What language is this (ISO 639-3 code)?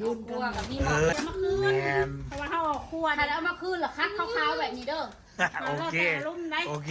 tts